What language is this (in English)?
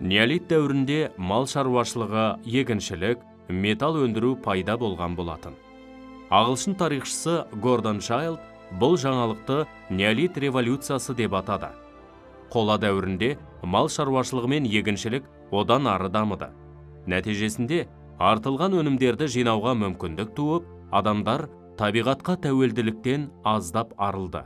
Kazakh